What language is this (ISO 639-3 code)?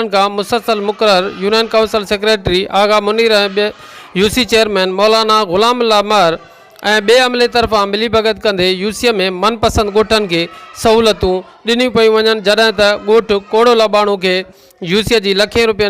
snd